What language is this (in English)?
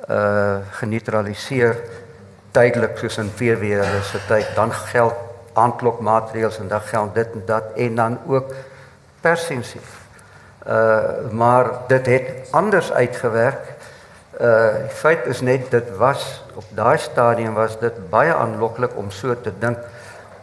Afrikaans